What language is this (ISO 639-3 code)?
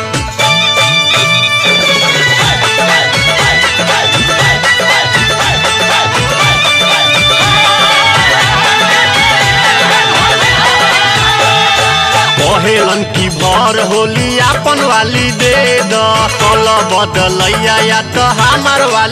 bho